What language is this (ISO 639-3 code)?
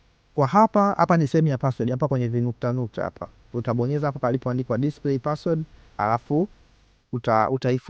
swa